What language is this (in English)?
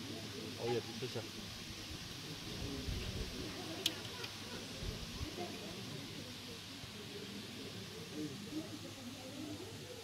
French